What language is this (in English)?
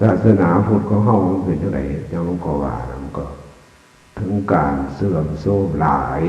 Northeastern Thai